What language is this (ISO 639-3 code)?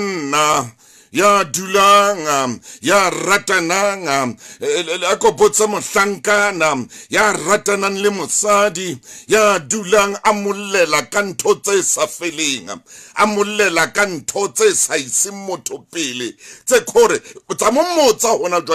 sot